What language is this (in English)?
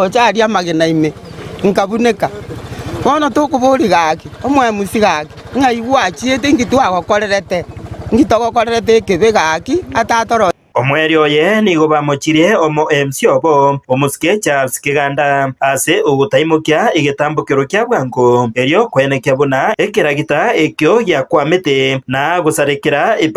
Gusii